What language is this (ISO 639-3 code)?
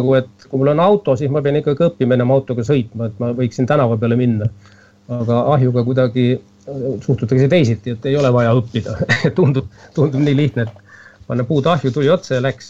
est